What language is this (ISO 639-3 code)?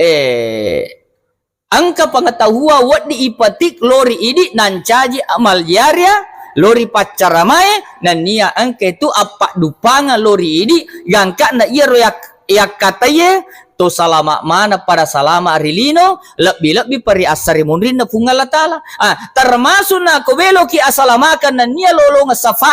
bug